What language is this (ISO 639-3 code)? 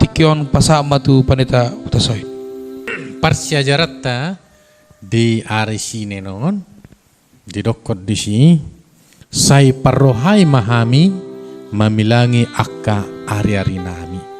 bbc